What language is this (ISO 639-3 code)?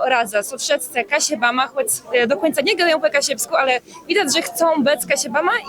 csb